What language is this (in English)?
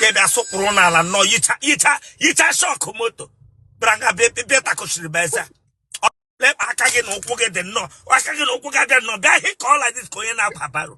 Igbo